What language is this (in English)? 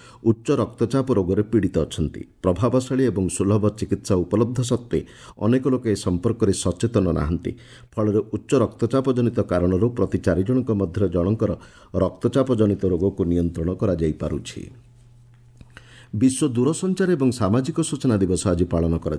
Odia